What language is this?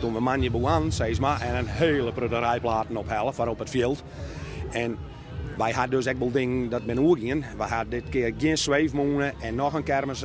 Western Frisian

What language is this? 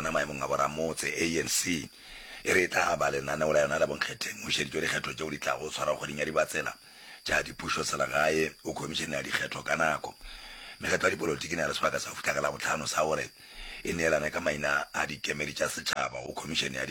Northern Sotho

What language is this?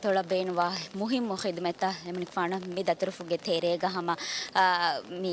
Divehi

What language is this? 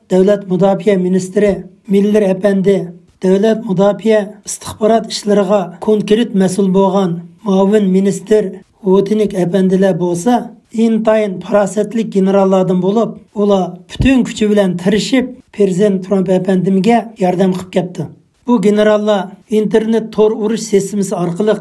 Uyghur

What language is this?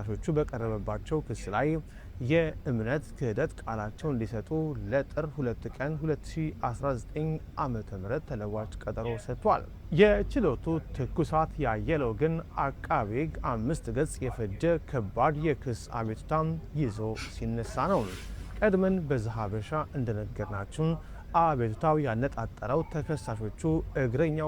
Amharic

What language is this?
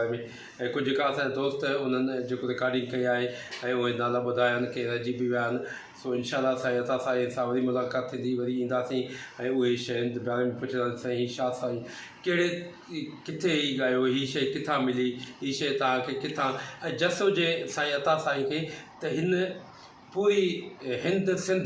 Sindhi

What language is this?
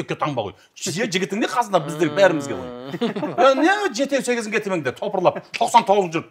Kazakh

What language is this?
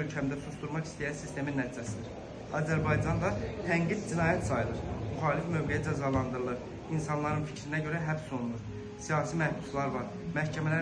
Azerbaijani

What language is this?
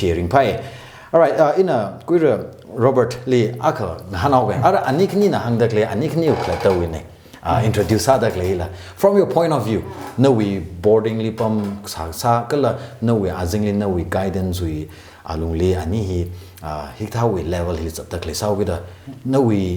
Tangkhul Naga (India)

